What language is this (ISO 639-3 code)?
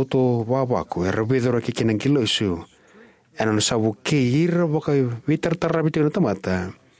fij